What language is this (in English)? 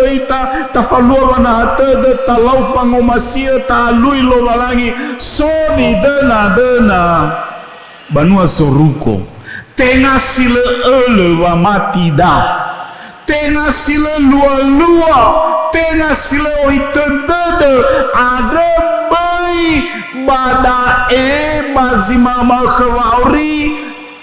Nias